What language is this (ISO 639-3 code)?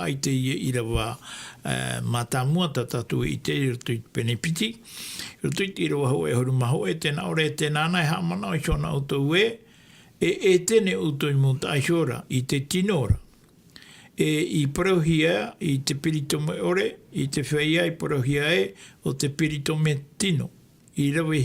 tah